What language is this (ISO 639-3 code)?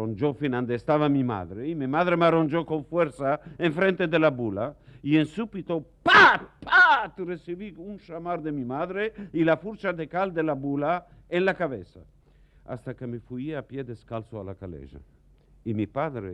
lad